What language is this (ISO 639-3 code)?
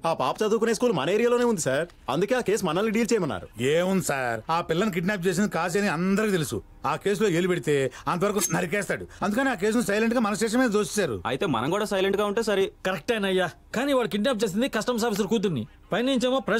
tel